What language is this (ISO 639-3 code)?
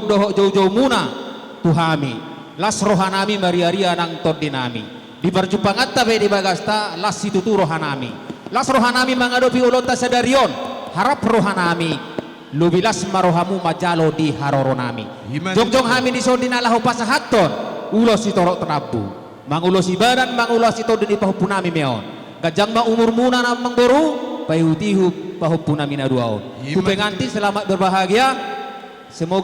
bbc